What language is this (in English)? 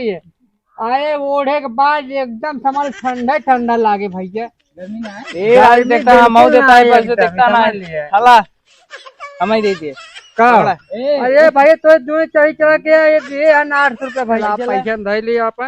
Awadhi